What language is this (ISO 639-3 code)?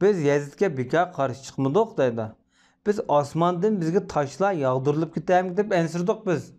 uig